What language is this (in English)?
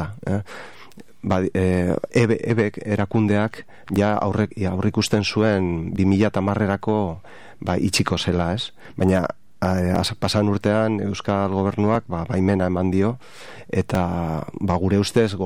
Basque